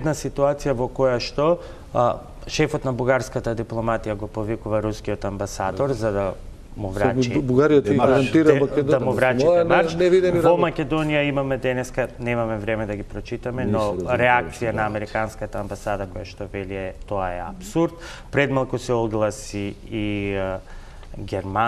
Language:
Macedonian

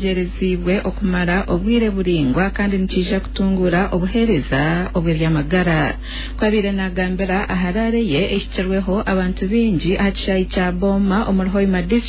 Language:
Nyankole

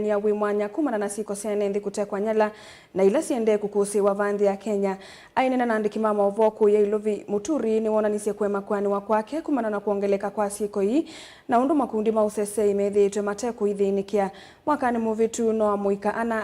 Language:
Kamba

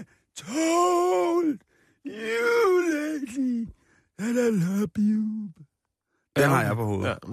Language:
Danish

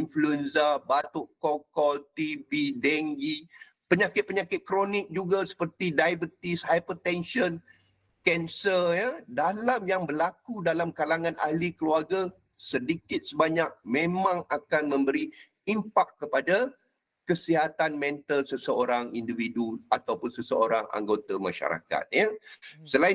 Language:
Malay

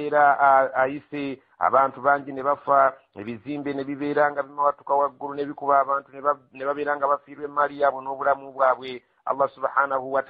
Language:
Ganda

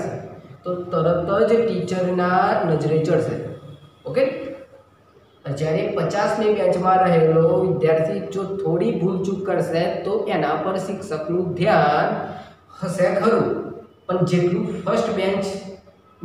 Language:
Gujarati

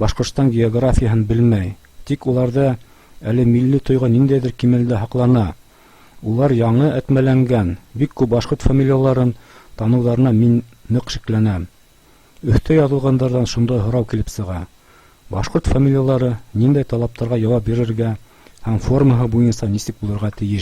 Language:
Bashkir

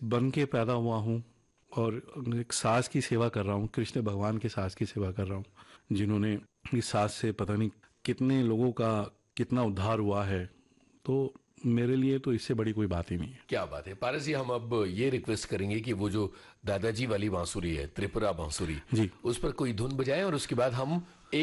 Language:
Hindi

